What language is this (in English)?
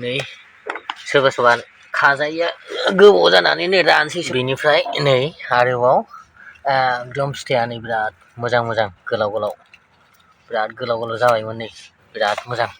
Bodo